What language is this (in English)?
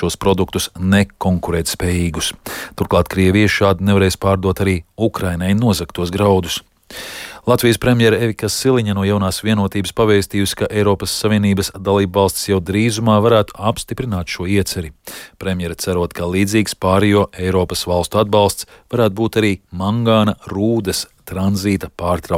Latvian